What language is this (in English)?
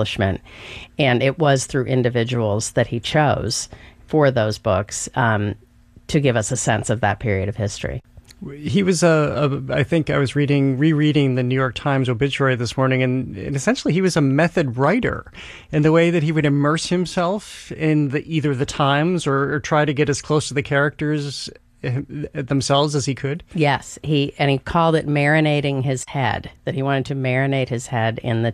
English